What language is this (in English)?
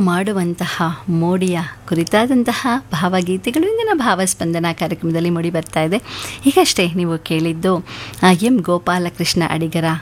Kannada